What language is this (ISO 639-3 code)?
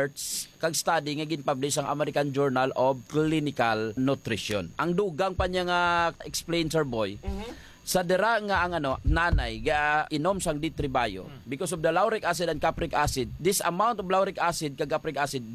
hil